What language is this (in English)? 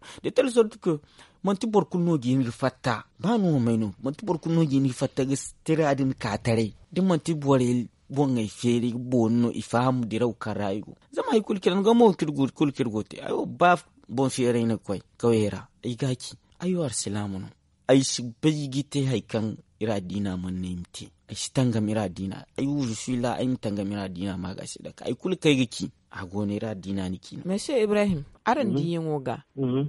Zarma